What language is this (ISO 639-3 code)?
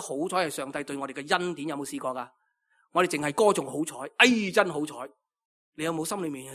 yue